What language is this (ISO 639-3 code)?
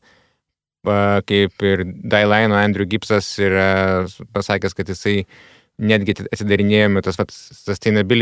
lit